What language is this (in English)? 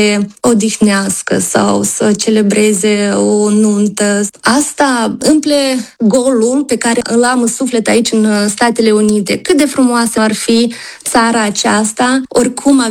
Romanian